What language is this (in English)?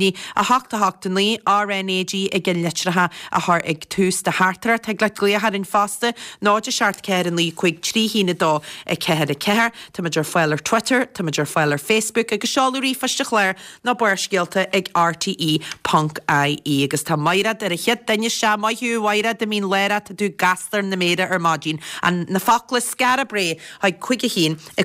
Irish